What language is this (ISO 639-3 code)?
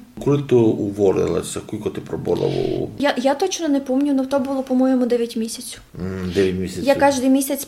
rue